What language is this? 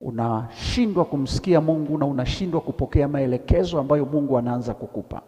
Swahili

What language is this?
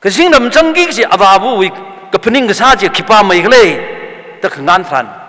Tangkhul Naga (India)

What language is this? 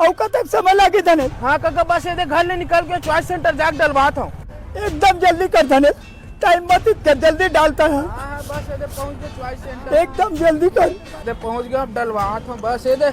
Chhattisgarhi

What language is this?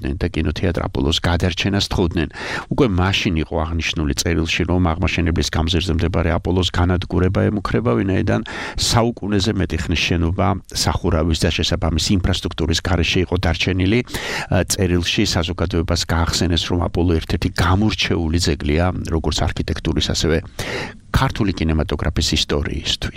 Georgian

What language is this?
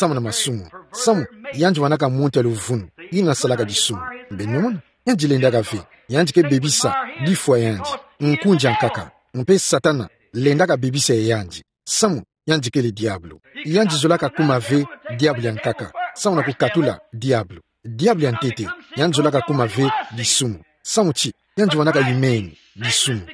Kituba (Democratic Republic of Congo)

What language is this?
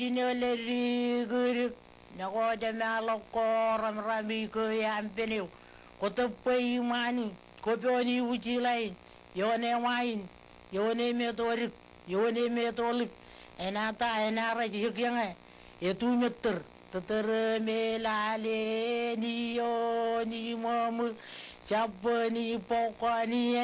Marshallese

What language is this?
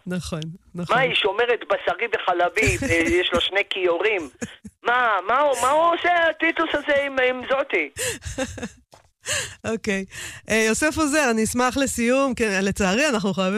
Hebrew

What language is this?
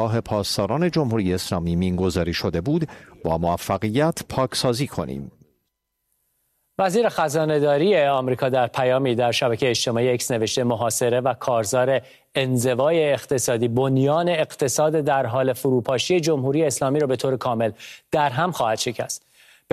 Persian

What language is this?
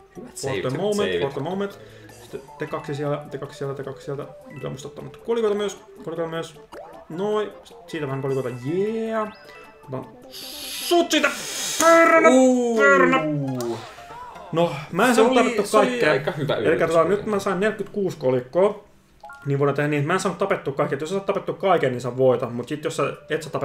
Finnish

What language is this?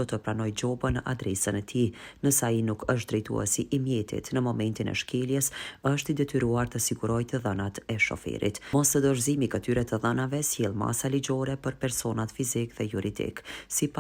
Albanian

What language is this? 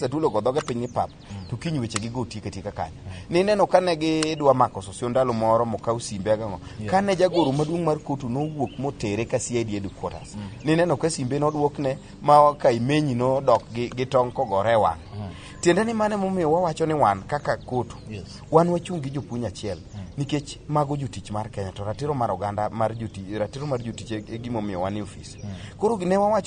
Luo (Kenya and Tanzania)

